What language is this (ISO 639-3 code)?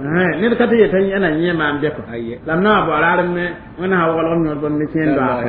mos